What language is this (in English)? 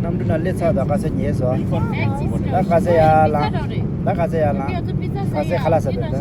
Tibetan